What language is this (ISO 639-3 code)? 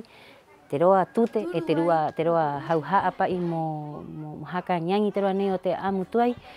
rap